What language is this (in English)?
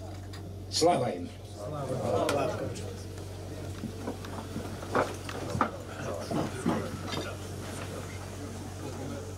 Croatian